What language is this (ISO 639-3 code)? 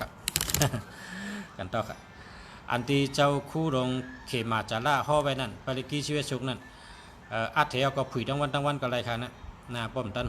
shn